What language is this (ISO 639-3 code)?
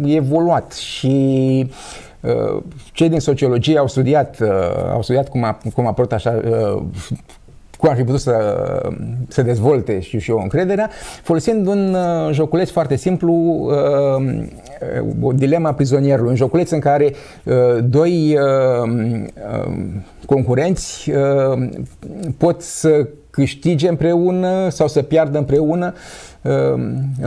ron